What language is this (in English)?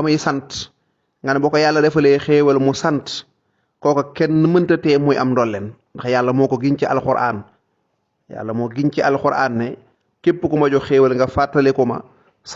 Wolof